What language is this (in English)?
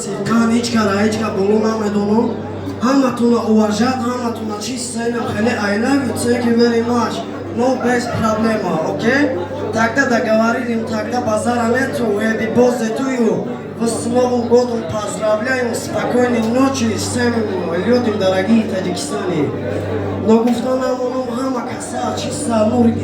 Tajik